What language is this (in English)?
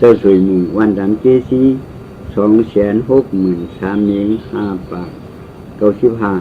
Shan